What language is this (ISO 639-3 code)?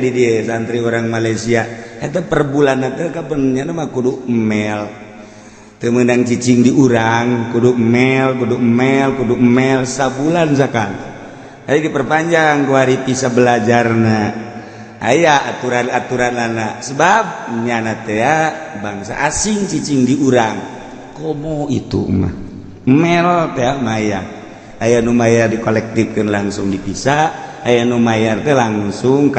sun